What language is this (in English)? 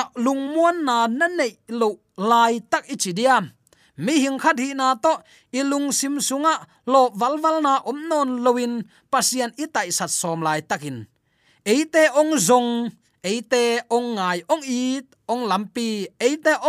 Tedim Chin